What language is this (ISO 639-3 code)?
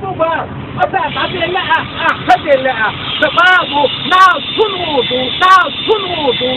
che